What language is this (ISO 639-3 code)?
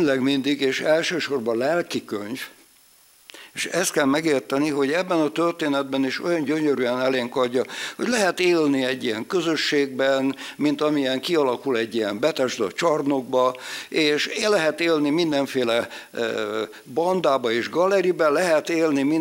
hun